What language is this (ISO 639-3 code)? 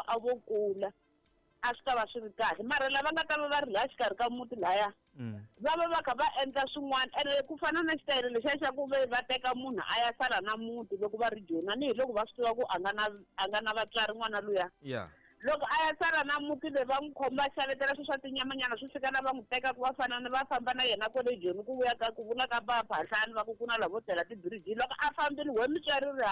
tso